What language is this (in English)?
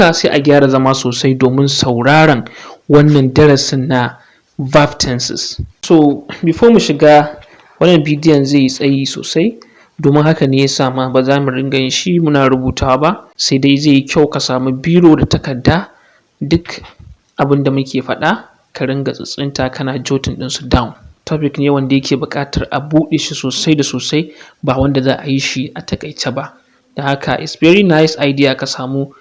Hausa